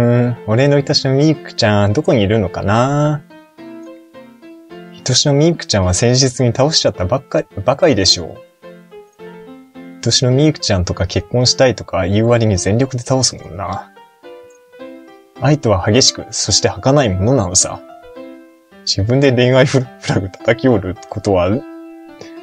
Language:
Japanese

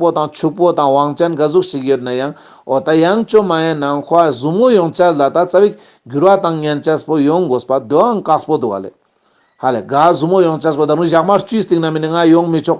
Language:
Ladakhi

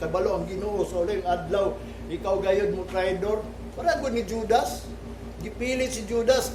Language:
Cebuano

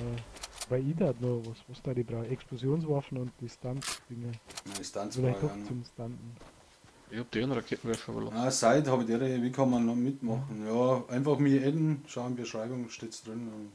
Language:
Bavarian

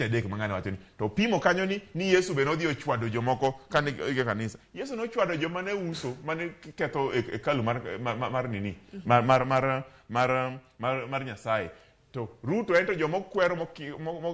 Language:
Luo (Kenya and Tanzania)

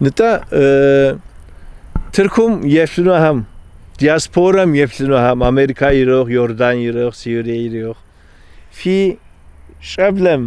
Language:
Kabardian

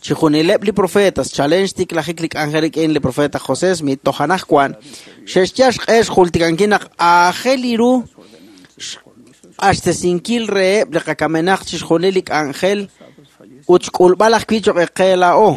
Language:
Kekchí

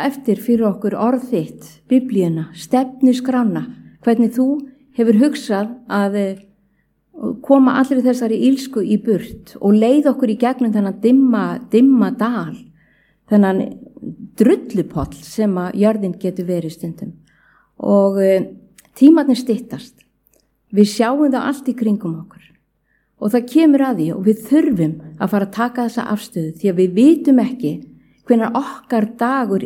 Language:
Icelandic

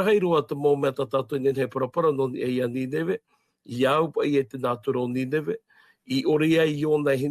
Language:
Tahitian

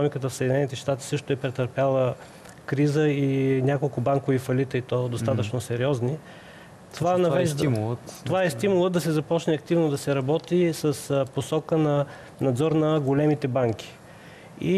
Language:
Bulgarian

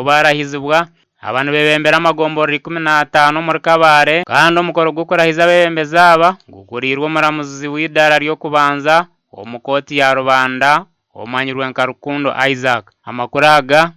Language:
Nyankole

